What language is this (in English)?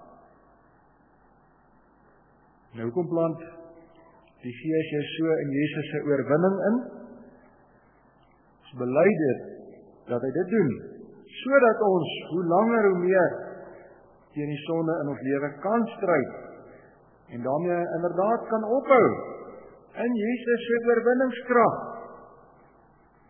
Afrikaans